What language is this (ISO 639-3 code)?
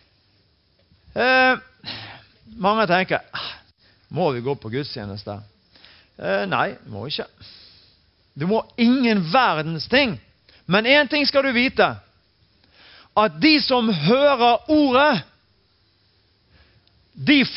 nor